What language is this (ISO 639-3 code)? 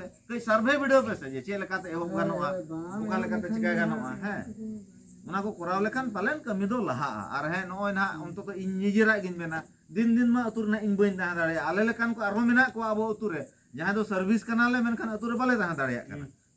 sat